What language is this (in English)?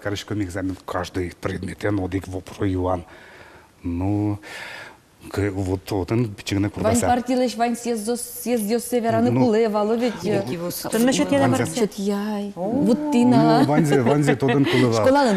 Udmurt